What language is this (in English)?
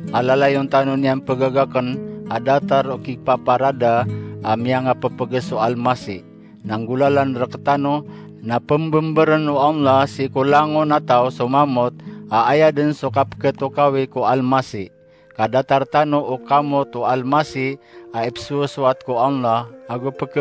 Maranao